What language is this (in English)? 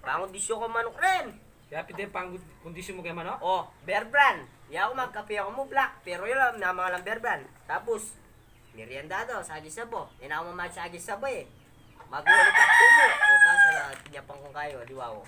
Pampanga